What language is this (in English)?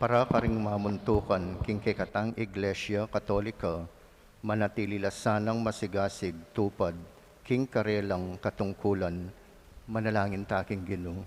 Pampanga